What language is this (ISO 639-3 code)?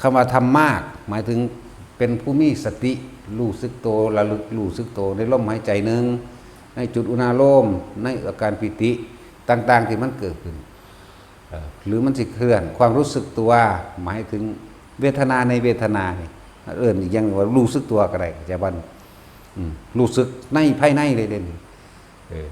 tts